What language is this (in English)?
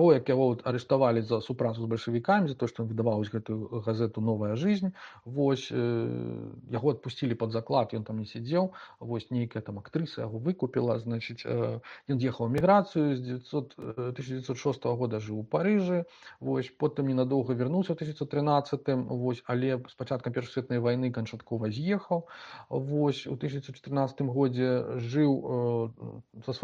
Belarusian